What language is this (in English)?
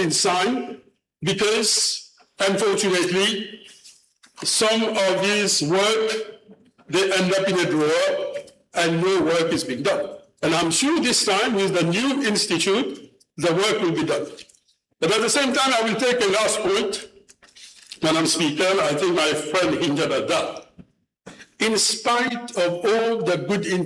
Morisyen